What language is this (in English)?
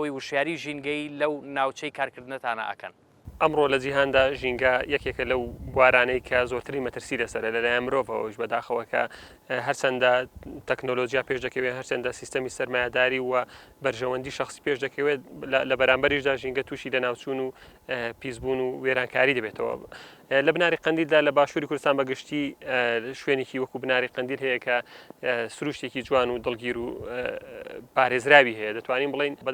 Central Kurdish